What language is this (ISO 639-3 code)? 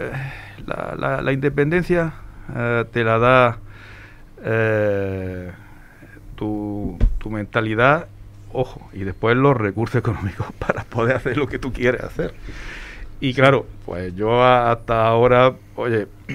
spa